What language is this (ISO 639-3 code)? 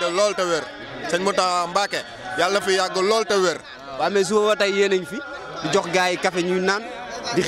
wol